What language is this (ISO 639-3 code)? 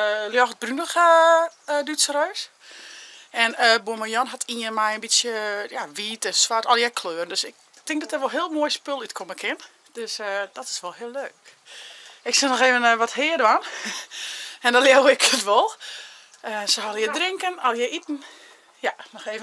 fry